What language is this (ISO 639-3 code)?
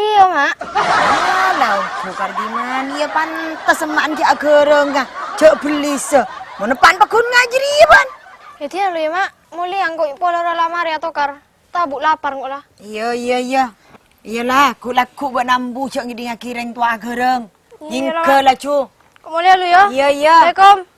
mad